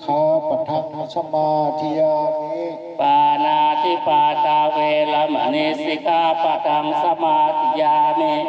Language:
Pali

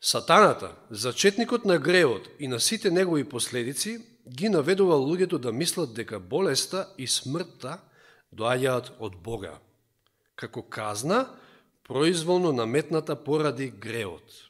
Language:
Macedonian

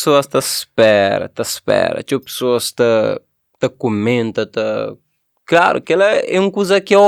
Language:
Kabuverdianu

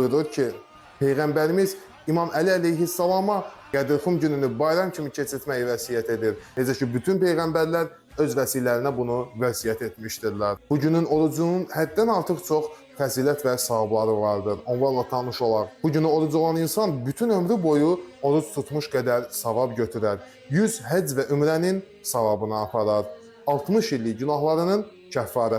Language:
Azerbaijani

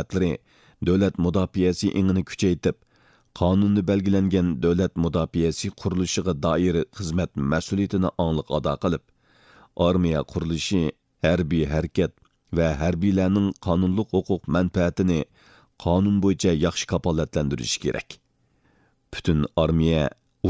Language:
Uyghur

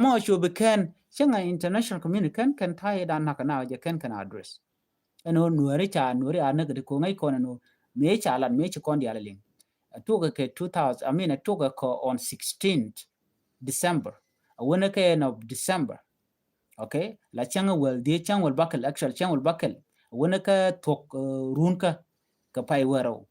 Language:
Nuer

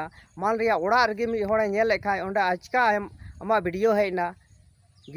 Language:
Santali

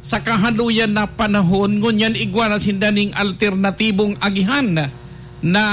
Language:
Bikol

